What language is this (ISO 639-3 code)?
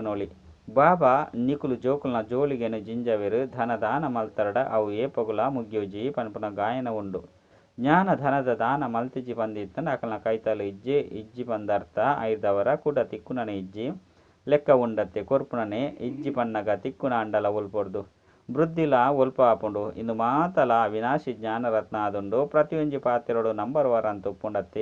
tcy